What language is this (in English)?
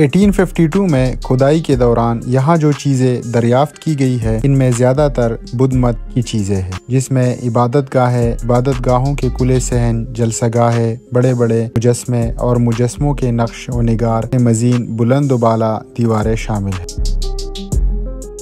Urdu